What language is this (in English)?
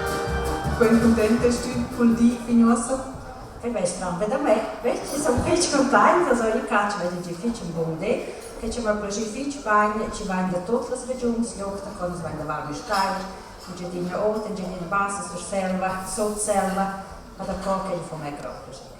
Romansh